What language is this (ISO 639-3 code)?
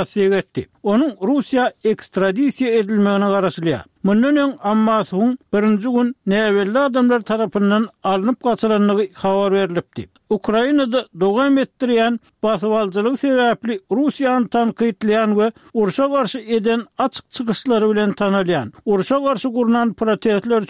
tuk